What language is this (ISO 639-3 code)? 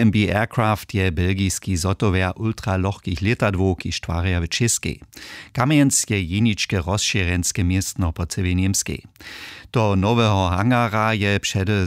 hsb